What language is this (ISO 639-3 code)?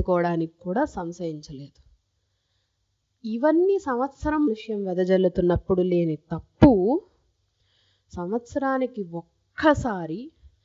tel